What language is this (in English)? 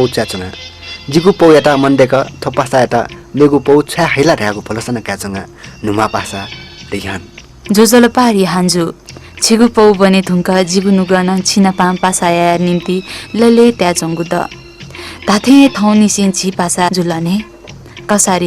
Newari